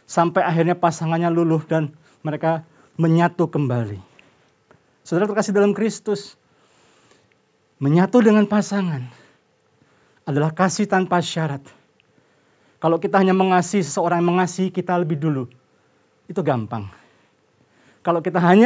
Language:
Indonesian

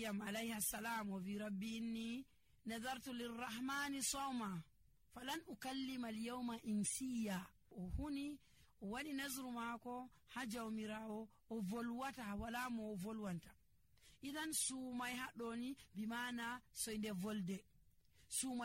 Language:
Nigerian Fulfulde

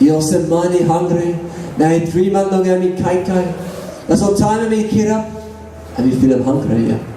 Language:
Tok Pisin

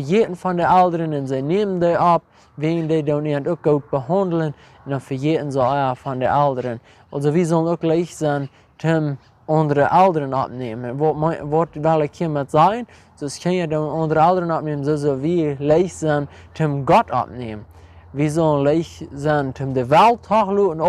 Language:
Plautdietsch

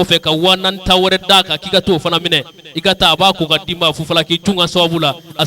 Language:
Bambara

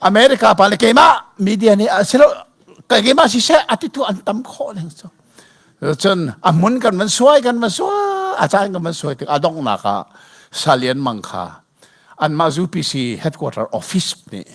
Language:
Hakha Chin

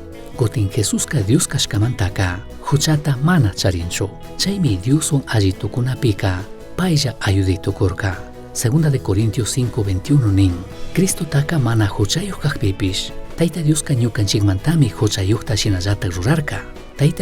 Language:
Chimborazo Highland Quichua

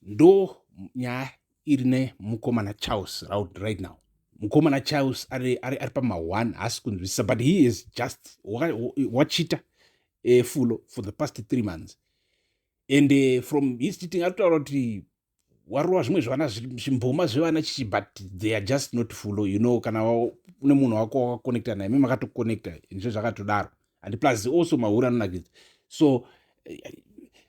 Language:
Shona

